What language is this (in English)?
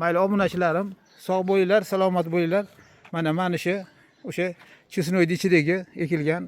Uzbek